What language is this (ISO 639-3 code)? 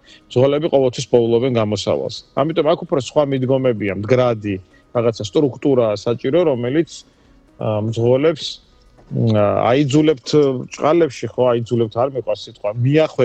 kat